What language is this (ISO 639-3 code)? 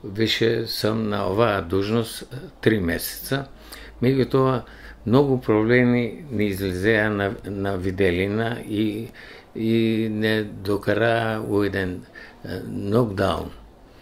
mkd